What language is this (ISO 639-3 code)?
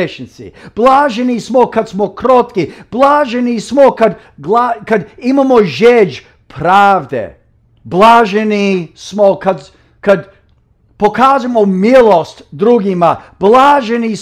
hrv